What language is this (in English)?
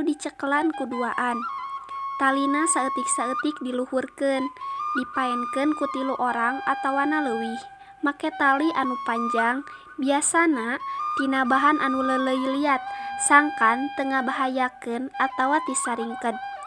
Sundanese